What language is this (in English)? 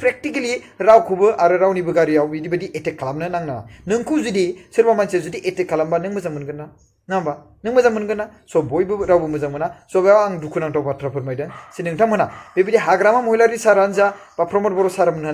Bodo